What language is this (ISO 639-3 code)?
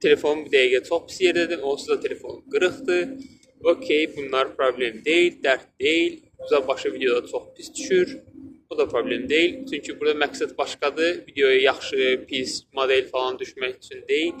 aze